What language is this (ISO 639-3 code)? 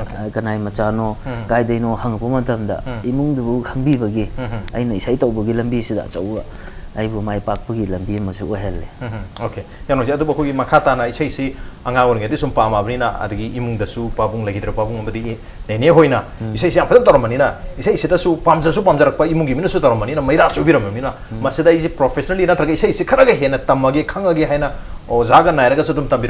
mni